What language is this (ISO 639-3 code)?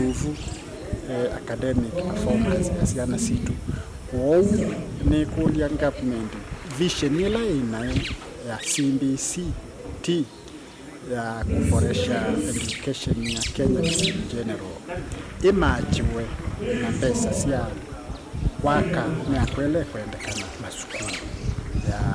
kam